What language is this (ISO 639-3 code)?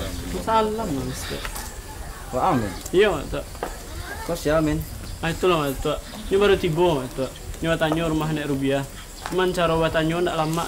min